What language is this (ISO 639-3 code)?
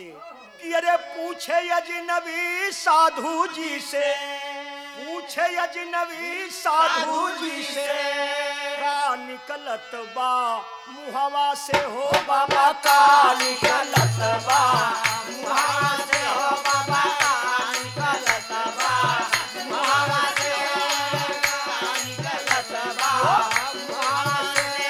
bho